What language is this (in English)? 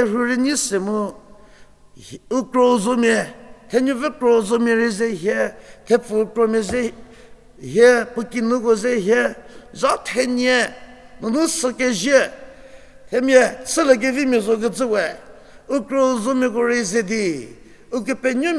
Angami Naga